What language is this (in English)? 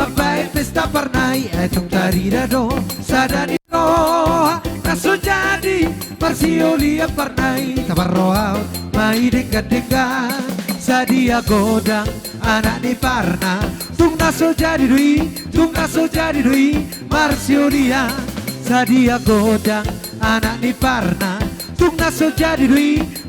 Batak Toba